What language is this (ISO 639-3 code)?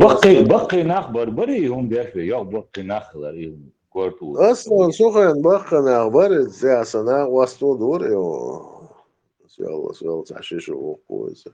che